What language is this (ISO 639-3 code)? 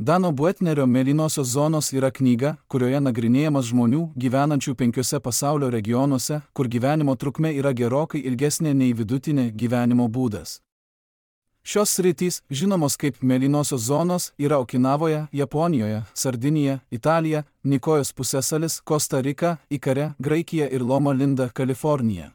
lit